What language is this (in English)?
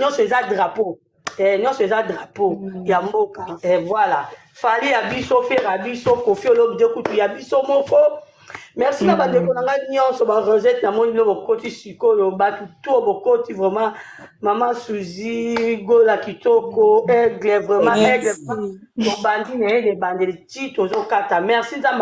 Lingala